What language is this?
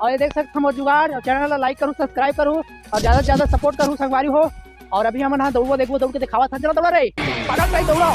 Chhattisgarhi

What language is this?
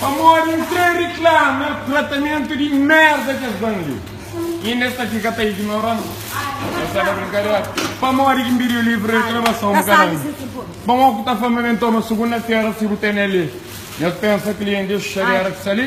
Kabuverdianu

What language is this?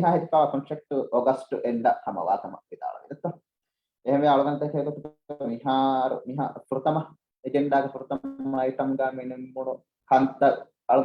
Divehi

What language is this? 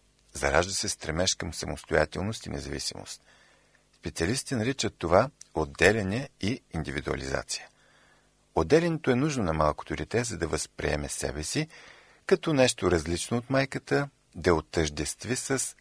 Bulgarian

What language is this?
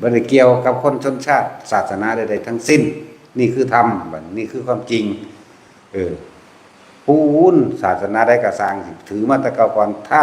Northeastern Thai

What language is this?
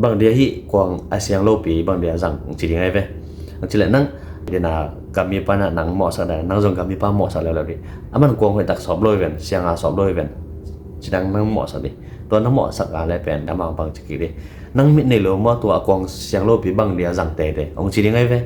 Tedim Chin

